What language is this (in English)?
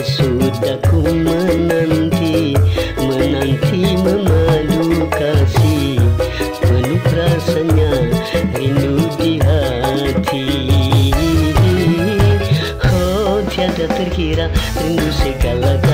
Malay